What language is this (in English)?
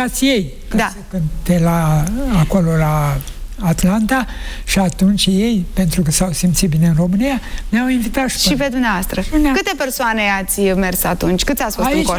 Romanian